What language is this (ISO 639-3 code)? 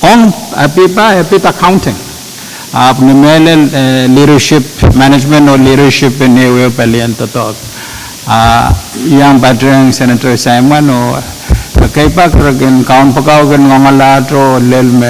pon